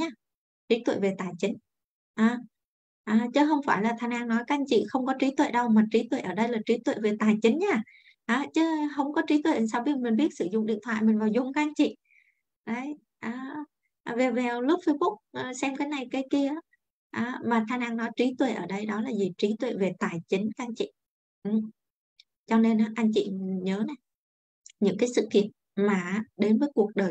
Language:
Vietnamese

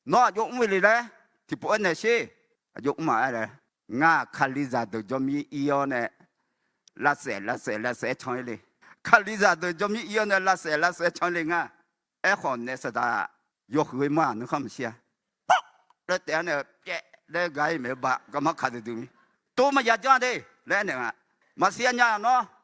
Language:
Akha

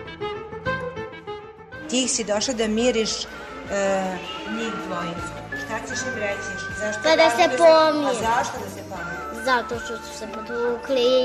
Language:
Serbian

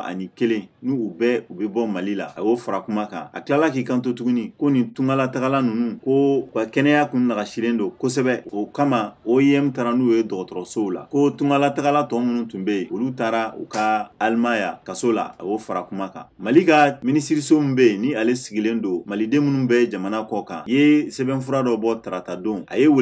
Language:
Bambara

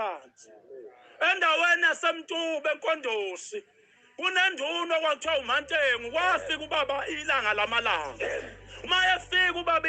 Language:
Zulu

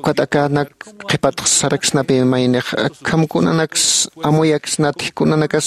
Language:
Aymara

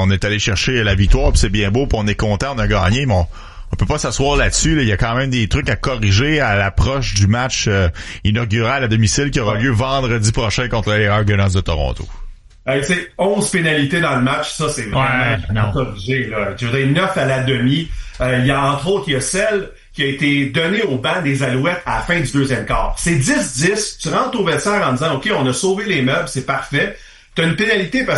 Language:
French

